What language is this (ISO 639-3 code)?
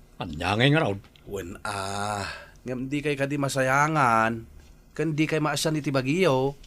ilo